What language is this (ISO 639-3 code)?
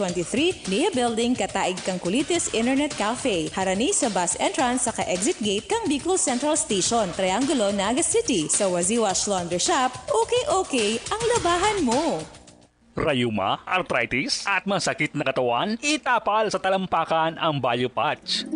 bik